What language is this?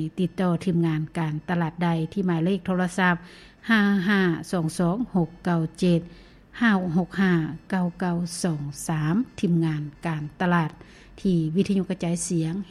Lao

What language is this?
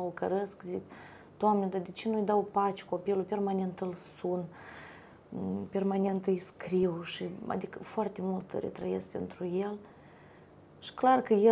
Romanian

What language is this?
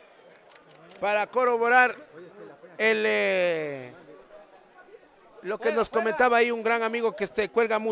Spanish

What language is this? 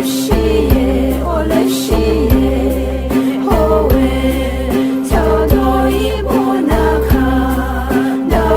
Poumei Naga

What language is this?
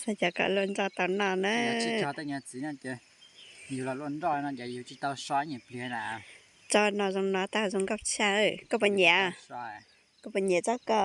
Hmong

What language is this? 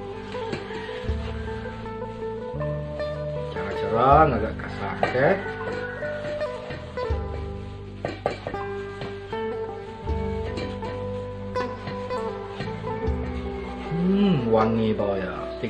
Malay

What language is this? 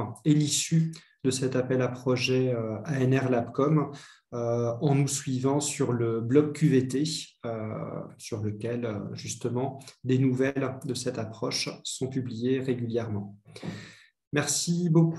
French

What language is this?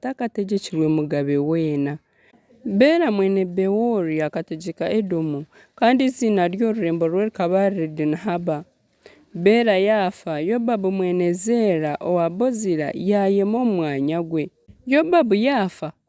Nyankole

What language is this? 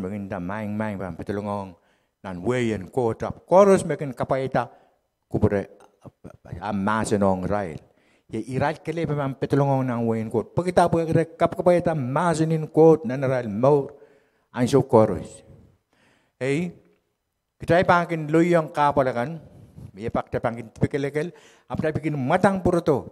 Pohnpeian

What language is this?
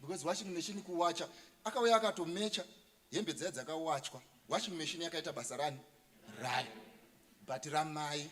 Shona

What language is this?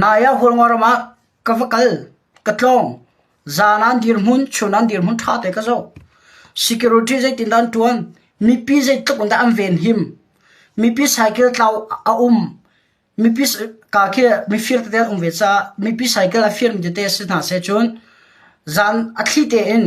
Hakha Chin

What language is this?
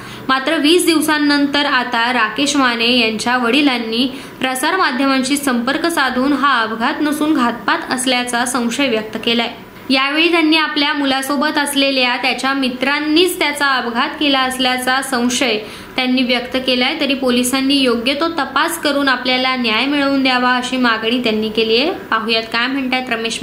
Marathi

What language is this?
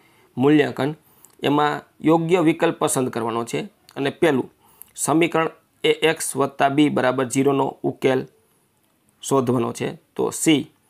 Gujarati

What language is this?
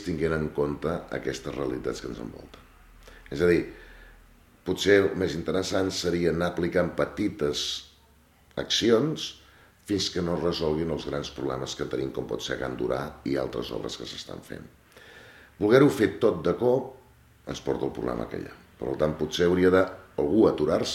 Catalan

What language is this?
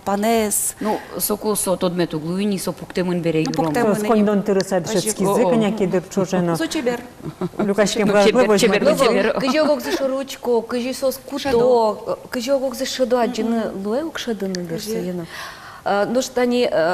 Udmurt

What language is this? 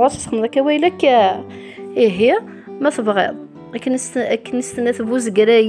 Kabyle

